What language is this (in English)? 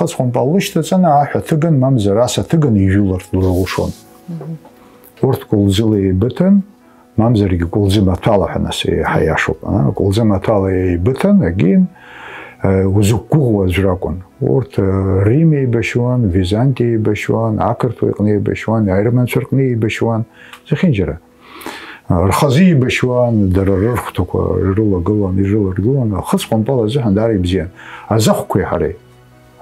Abkhazian